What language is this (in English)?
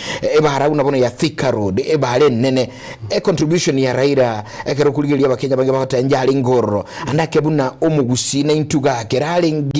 Gusii